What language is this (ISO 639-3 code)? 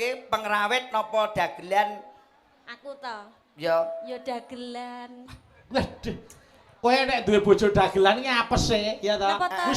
jav